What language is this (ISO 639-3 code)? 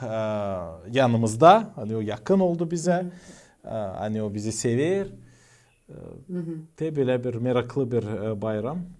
gag